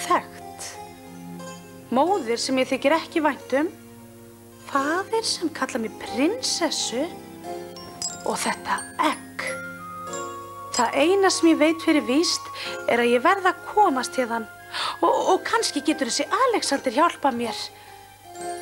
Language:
Icelandic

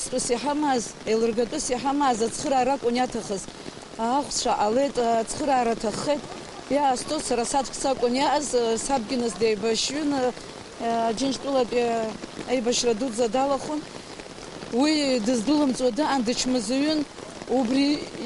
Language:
Abkhazian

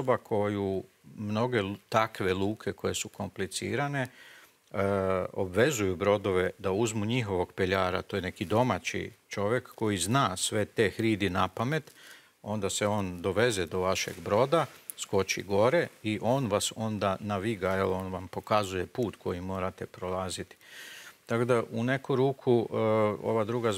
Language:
Croatian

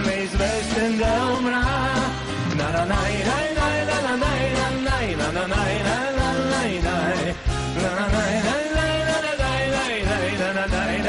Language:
Bulgarian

